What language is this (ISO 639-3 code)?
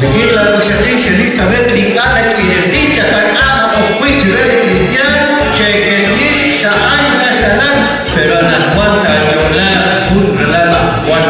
kek